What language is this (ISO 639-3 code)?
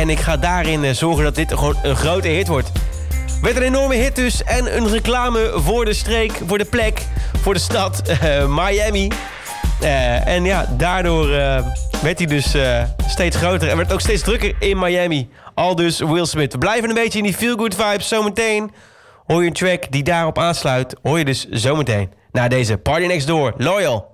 nld